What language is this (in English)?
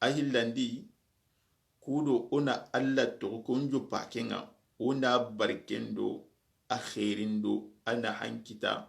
Soninke